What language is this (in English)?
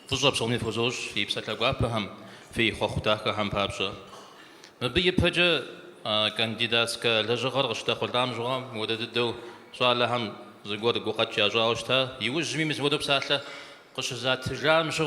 Kabardian